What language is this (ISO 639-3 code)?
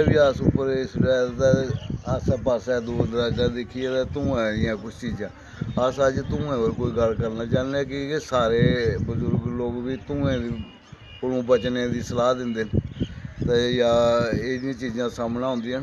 doi